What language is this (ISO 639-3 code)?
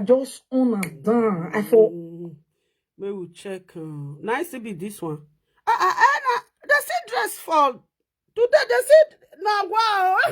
pcm